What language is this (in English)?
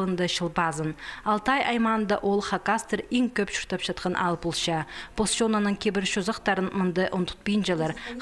Khakas